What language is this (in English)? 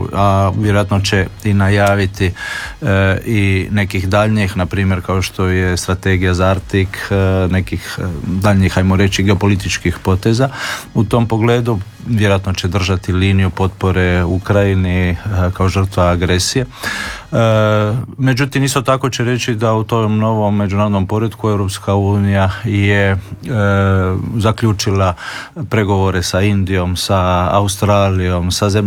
Croatian